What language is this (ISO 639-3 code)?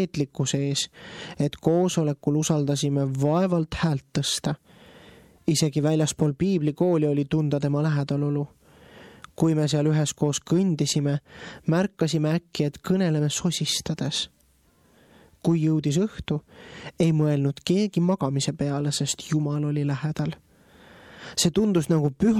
est